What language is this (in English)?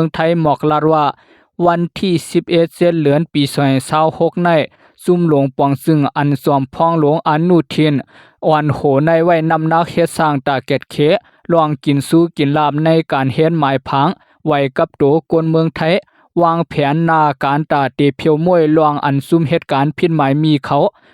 Lao